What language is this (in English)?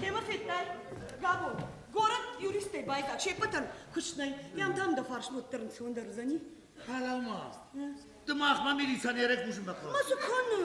Ossetic